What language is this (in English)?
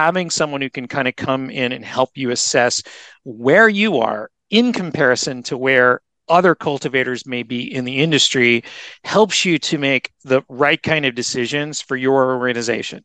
English